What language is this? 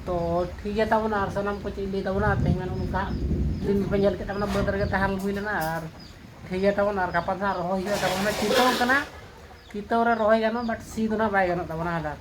Santali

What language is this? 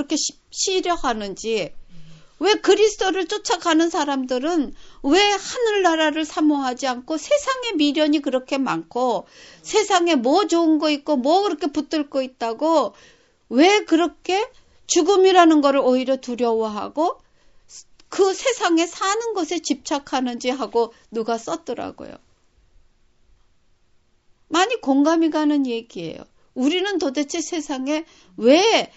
Korean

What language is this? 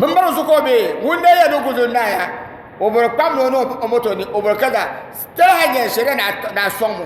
Dagbani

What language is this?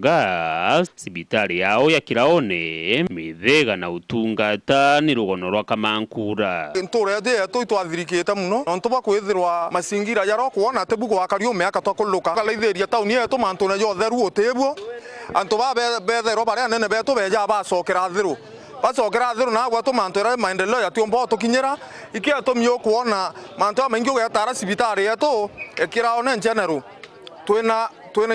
Meru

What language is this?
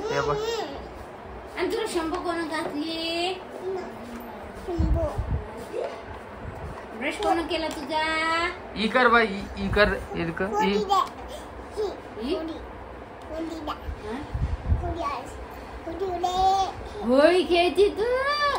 Marathi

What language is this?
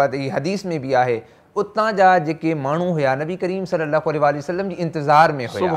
Sindhi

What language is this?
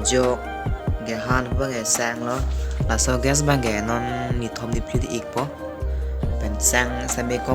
Karbi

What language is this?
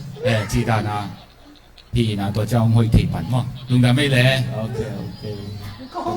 Tedim Chin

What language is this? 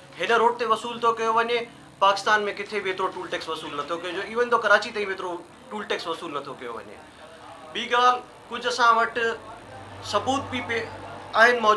Sindhi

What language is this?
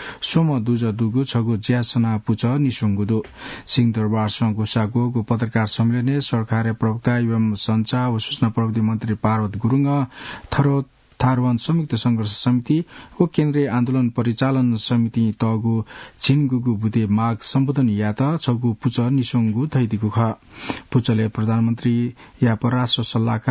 Newari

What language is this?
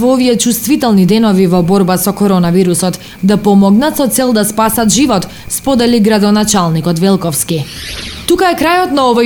Macedonian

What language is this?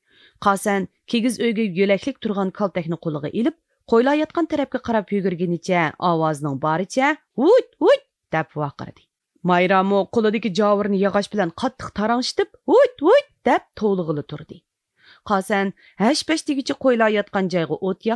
Uyghur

